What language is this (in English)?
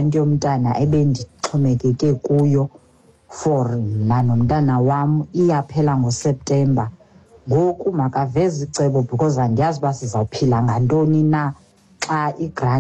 Xhosa